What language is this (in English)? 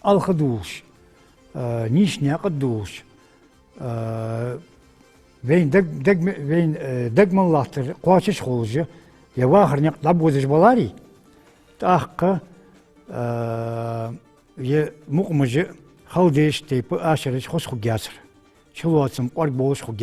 Ingush